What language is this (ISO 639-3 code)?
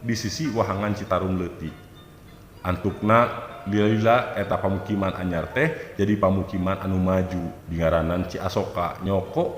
sun